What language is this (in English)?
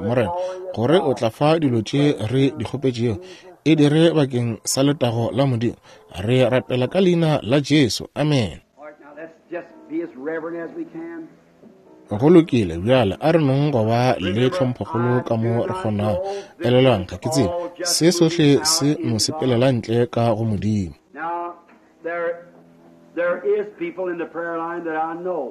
Northern Sotho